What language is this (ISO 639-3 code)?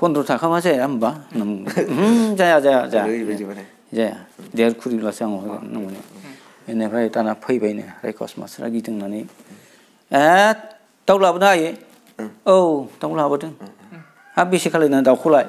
brx